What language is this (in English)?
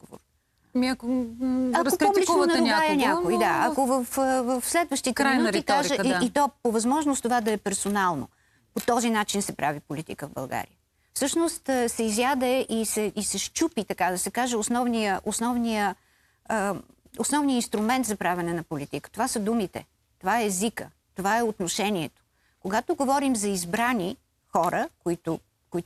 Bulgarian